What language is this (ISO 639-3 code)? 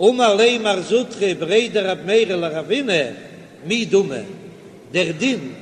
yid